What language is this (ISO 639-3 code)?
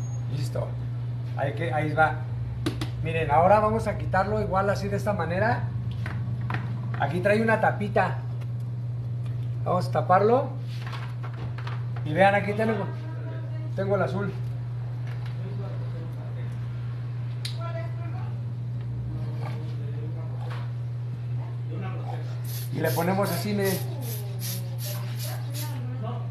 spa